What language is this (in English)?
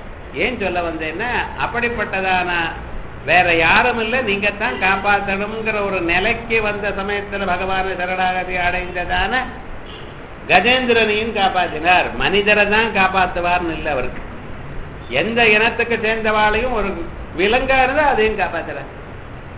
Tamil